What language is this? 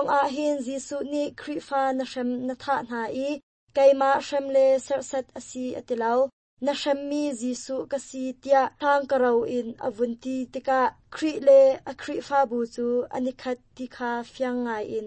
Hakha Chin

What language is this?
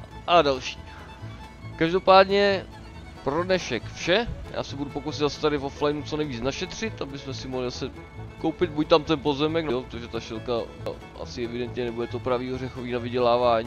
Czech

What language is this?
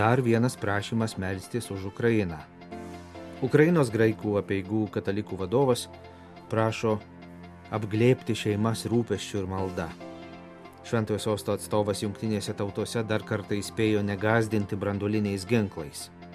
Lithuanian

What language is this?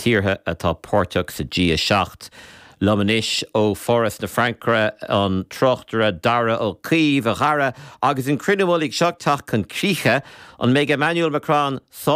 Irish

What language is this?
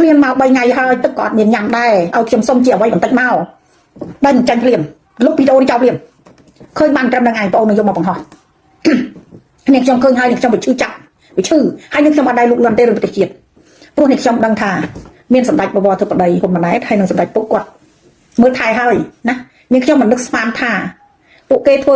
Khmer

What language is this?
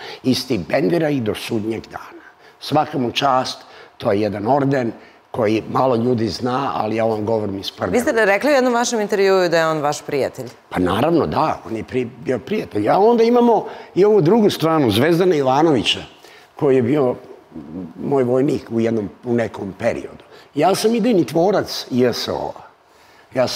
Serbian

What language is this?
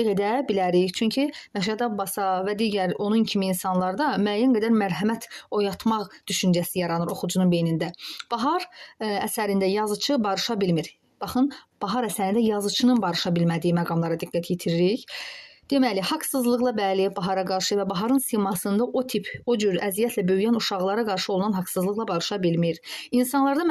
Azerbaijani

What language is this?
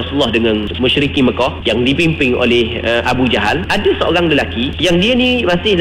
Malay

